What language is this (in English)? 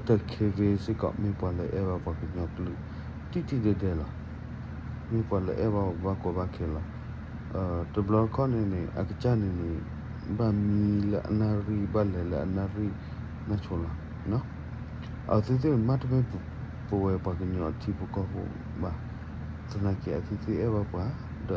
S'gaw Karen